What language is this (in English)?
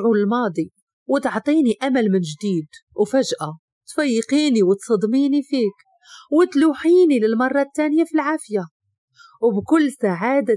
Moroccan Arabic